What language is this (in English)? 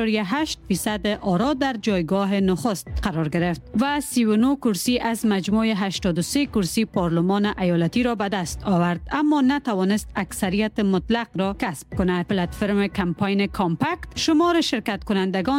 Persian